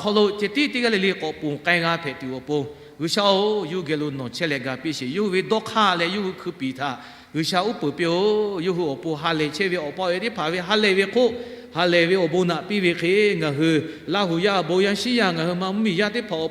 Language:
Lahu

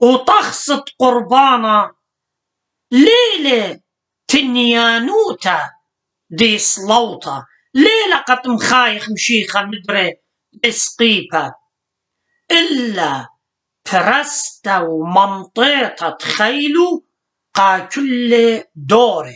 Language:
Assyrian Neo-Aramaic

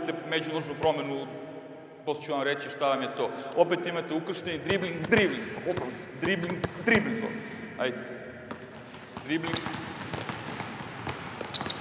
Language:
Serbian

